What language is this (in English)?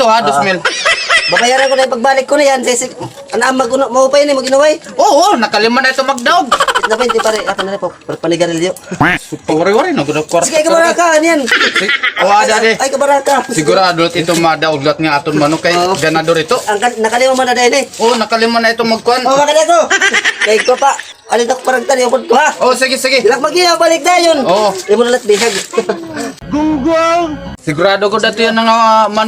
Waray